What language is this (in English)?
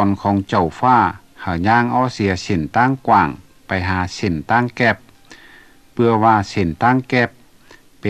Lao